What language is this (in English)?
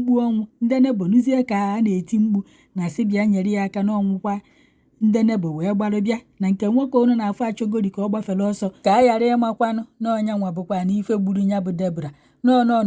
Igbo